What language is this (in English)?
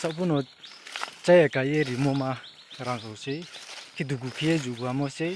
Riang (India)